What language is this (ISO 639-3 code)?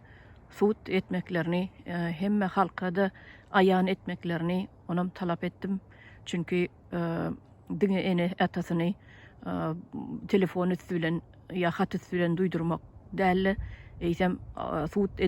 tuk